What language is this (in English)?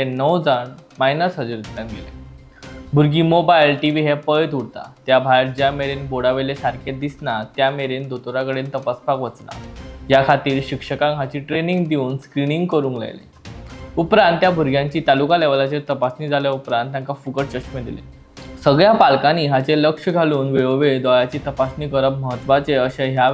Konkani